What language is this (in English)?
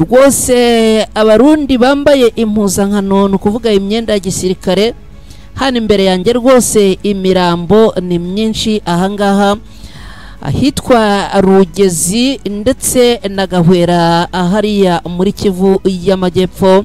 Kinyarwanda